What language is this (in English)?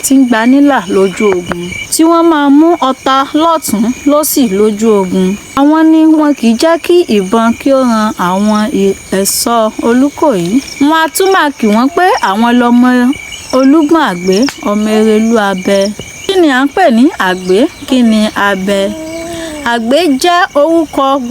Yoruba